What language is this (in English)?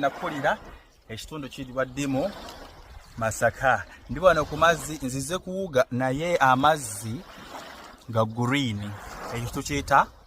Ganda